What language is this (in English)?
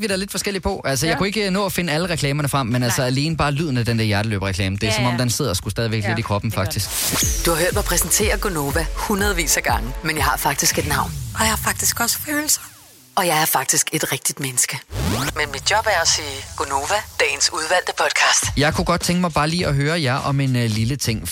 Danish